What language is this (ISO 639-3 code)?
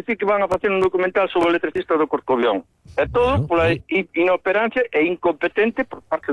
glg